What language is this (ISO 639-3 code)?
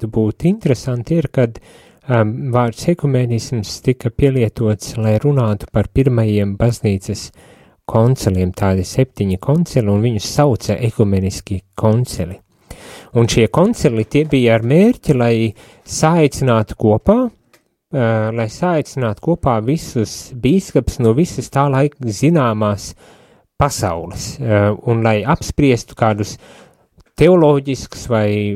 lav